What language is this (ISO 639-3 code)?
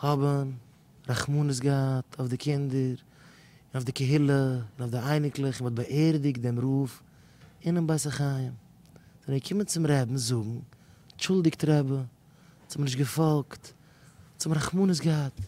yid